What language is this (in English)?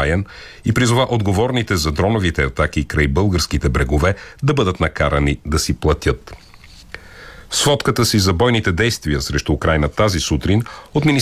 Bulgarian